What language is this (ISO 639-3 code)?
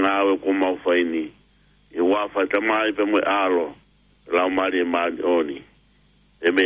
ton